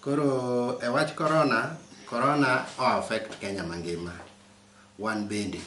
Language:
Luo (Kenya and Tanzania)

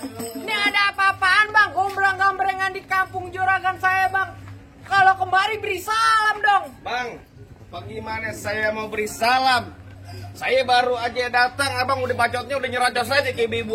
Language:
Betawi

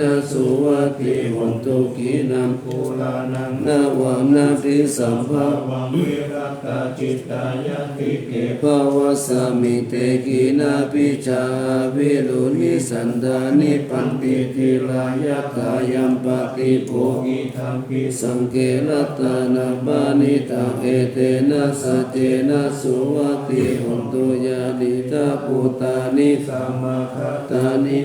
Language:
Pali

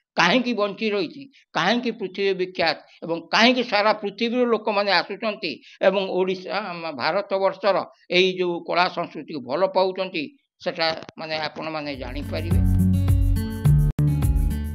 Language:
Odia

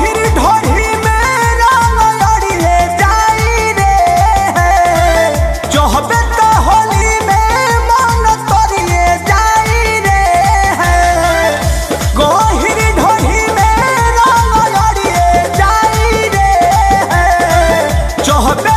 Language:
Bhojpuri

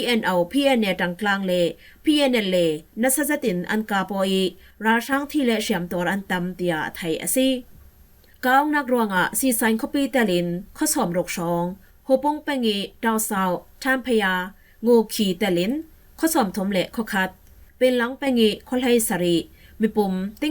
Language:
Falam Chin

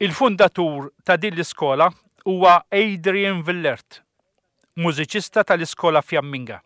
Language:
Maltese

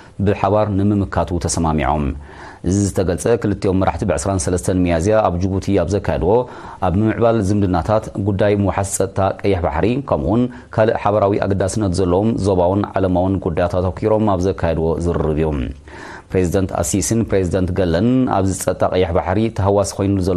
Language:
Tigrinya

